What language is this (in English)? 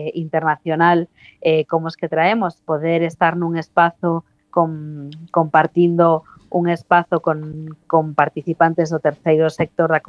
Galician